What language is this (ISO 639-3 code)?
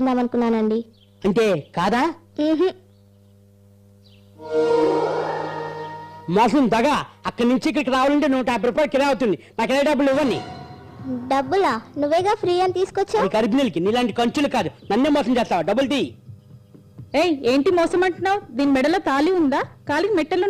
tel